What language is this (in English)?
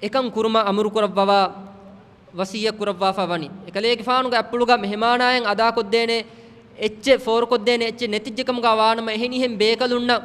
Divehi